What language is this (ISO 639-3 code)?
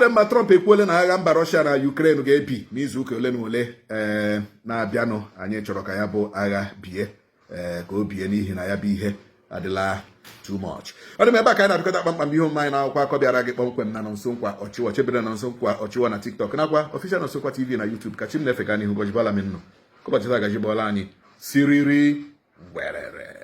ibo